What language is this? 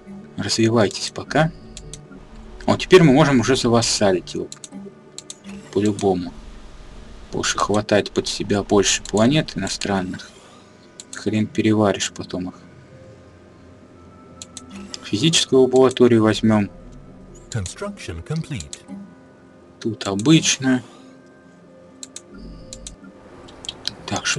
Russian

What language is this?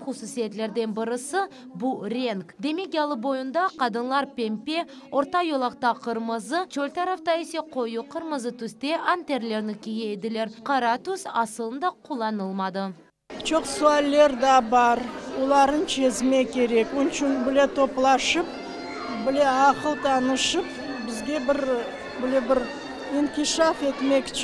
Crimean Tatar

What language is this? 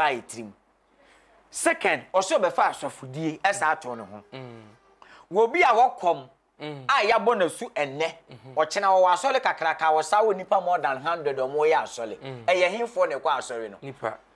Akan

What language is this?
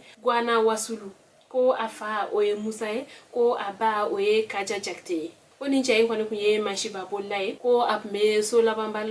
Bambara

